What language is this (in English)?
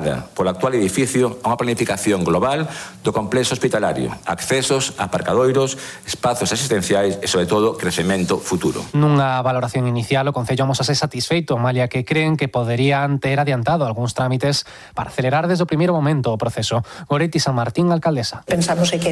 Galician